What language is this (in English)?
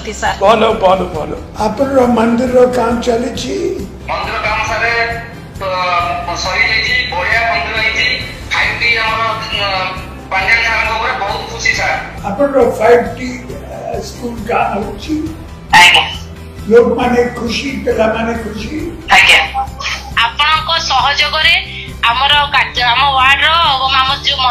Odia